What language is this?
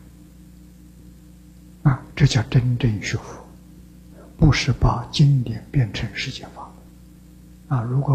Chinese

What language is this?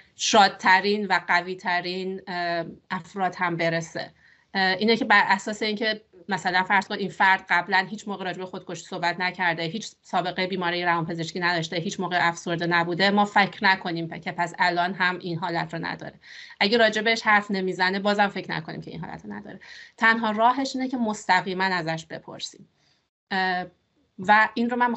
Persian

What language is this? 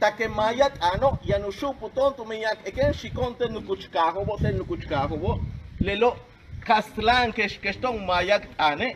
Yucateco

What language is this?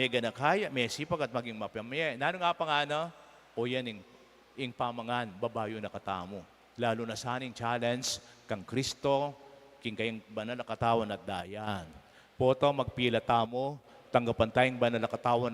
Pampanga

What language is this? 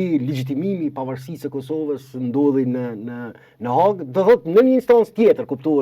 Albanian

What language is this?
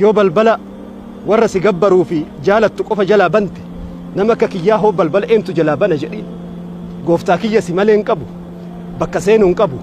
Oromo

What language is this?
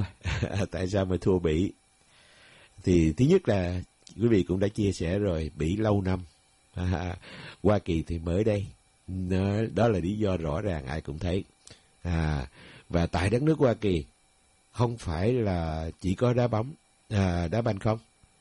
Vietnamese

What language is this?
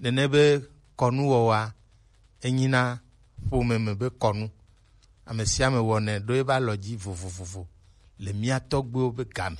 Gen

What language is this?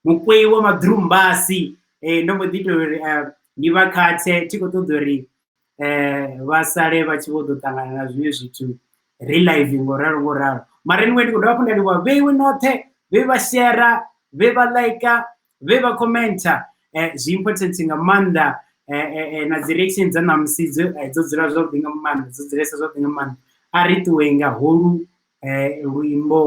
Venda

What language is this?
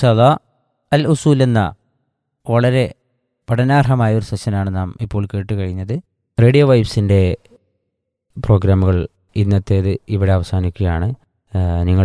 Malayalam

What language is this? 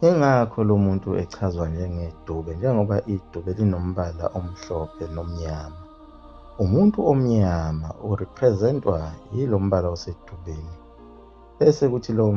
Zulu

